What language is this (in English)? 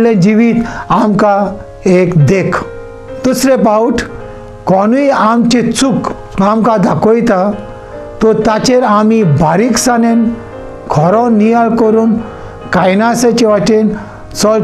Konkani